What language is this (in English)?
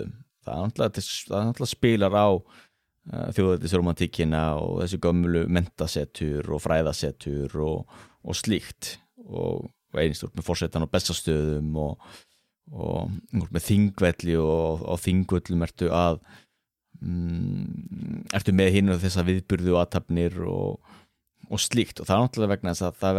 Icelandic